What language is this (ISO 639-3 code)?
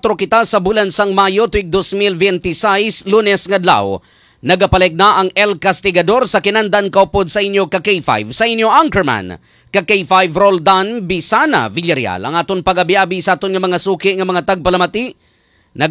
hil